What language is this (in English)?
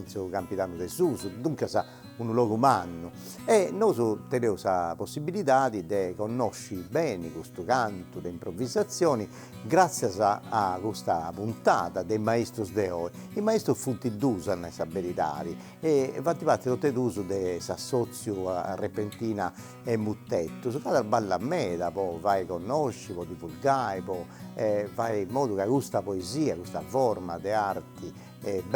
Sardinian